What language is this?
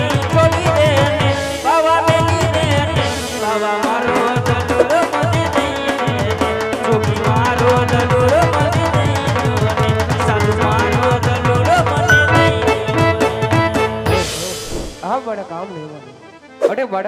Gujarati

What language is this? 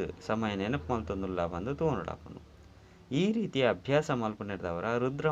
Tulu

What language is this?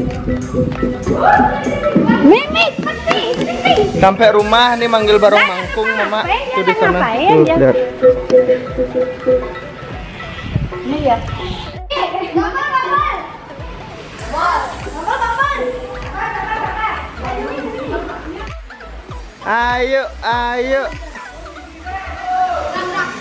Indonesian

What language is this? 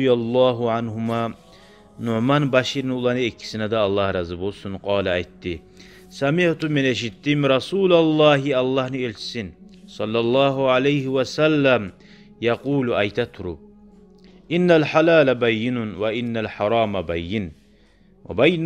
Kumyk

